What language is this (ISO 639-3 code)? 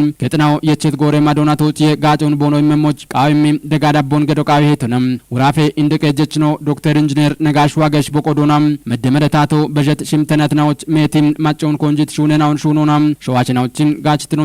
kbr